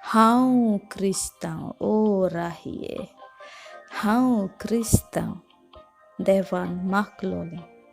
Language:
Konkani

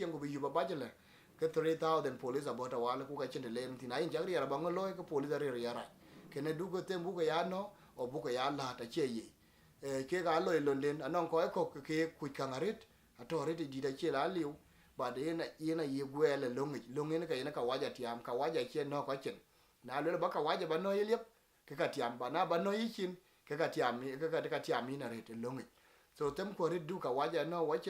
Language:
Dinka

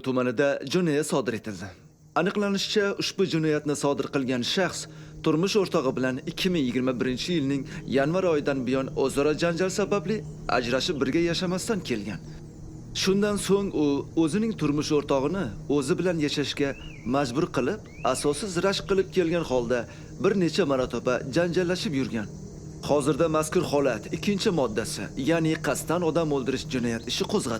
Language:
Uzbek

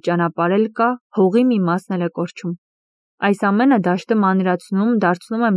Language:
Armenian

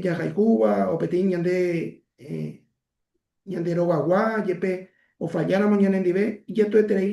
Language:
Guarani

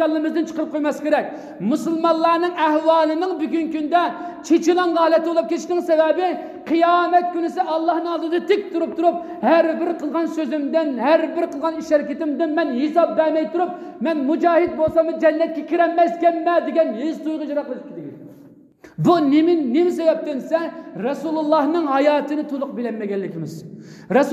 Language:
Uyghur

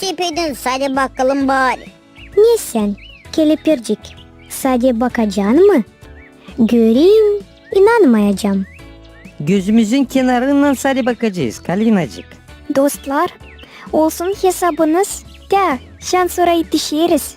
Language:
Gagauz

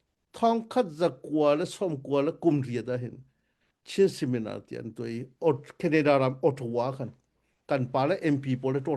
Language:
Hakha Chin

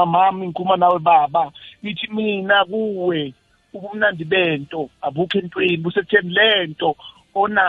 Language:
South Ndebele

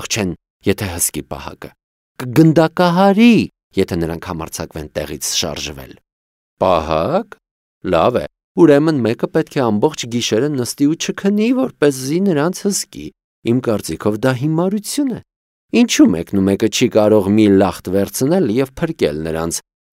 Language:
Armenian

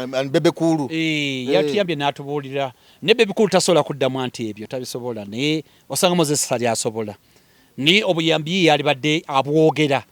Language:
Ganda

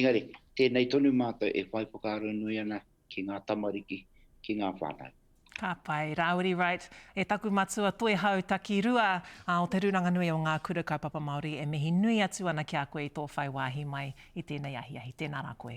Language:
Māori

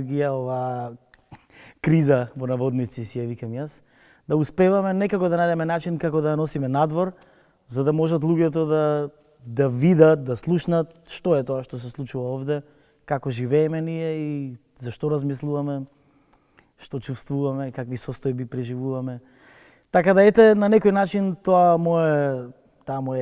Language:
Macedonian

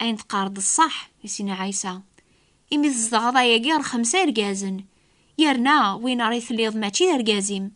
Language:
Kabyle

